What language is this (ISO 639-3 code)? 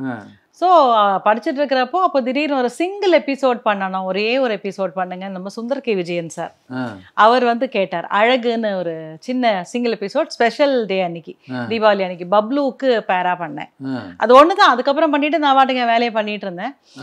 tam